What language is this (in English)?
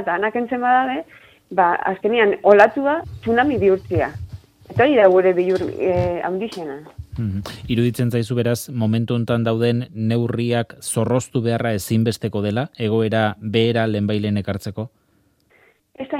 Basque